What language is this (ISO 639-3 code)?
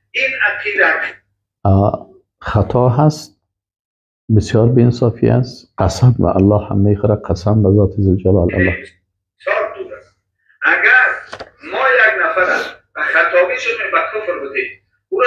fas